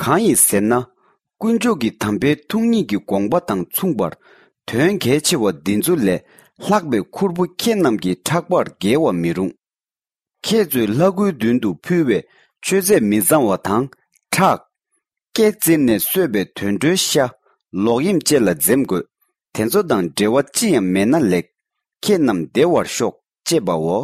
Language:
Tibetan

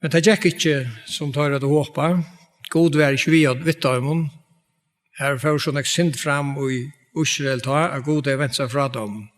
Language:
Faroese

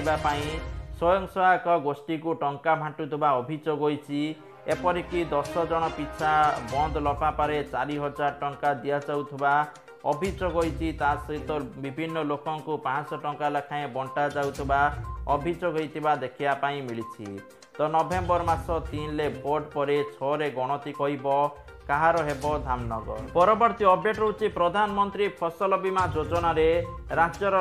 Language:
Odia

